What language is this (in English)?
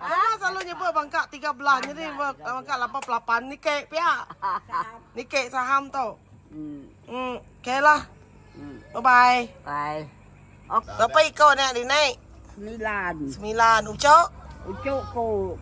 Iban